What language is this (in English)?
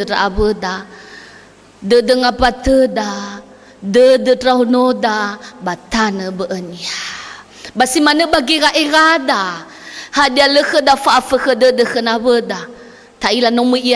Nias